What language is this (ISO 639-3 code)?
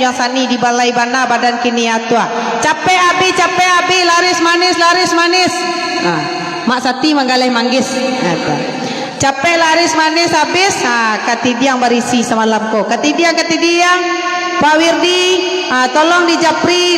min